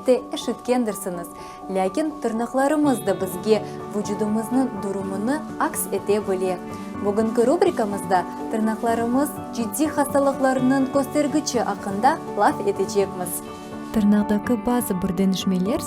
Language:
Crimean Tatar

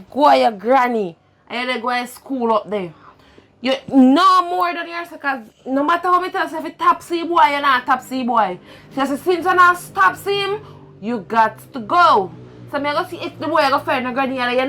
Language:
Jamaican Creole English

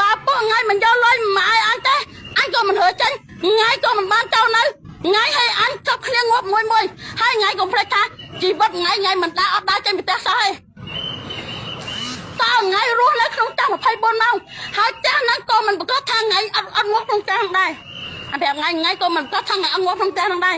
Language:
Khmer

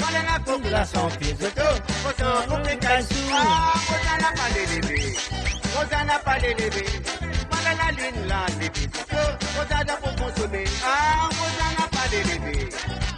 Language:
Morisyen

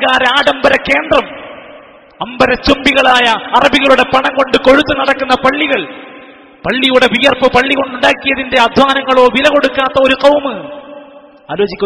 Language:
Malayalam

